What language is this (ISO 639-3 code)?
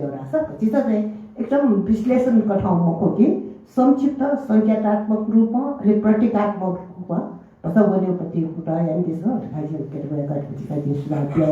new